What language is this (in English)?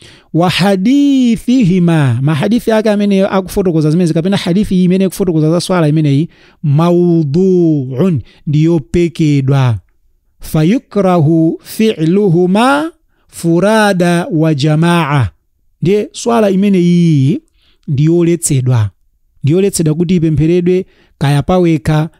Nyanja